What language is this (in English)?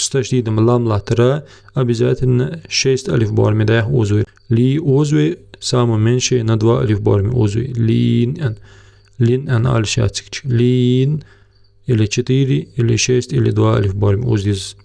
Ingush